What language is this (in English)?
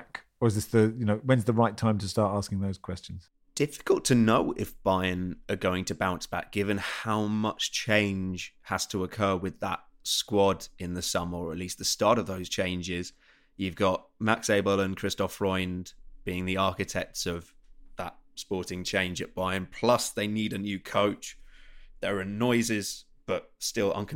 English